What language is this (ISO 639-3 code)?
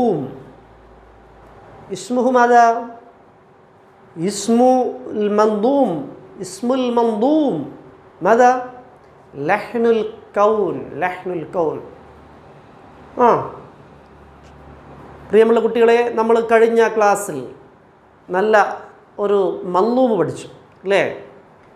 mal